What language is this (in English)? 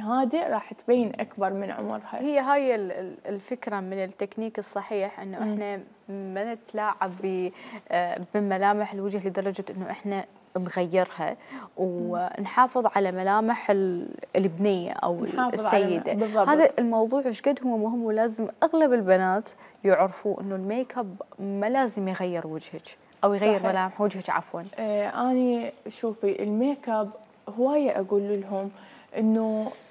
Mesopotamian Arabic